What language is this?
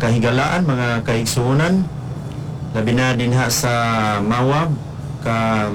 Cebuano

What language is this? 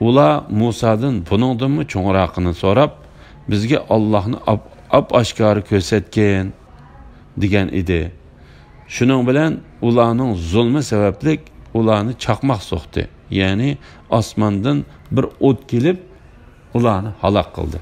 Uyghur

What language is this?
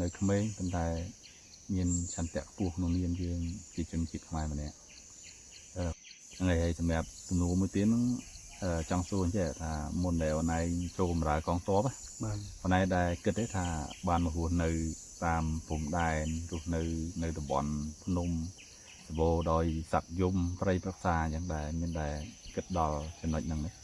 Khmer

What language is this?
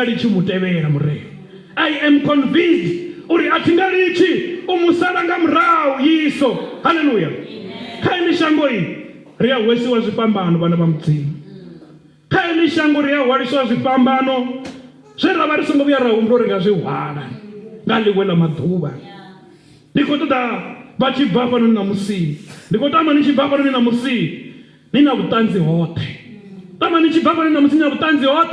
Venda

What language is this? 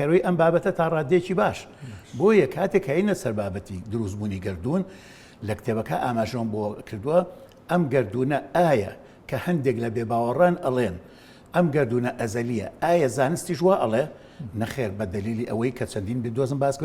Central Kurdish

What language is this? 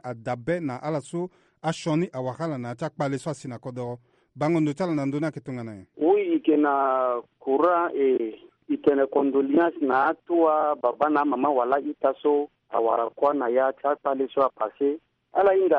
Sango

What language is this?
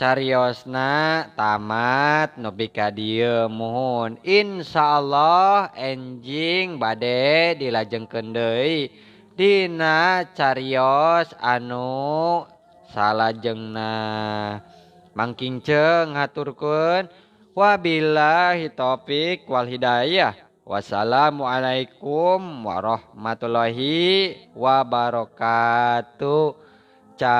Sundanese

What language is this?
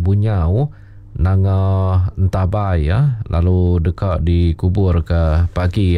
Iban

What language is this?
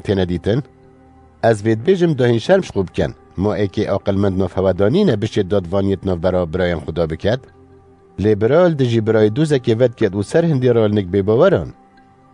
Kurdish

